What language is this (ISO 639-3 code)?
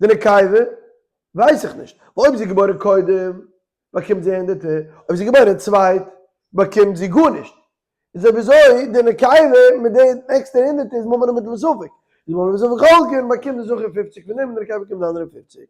yid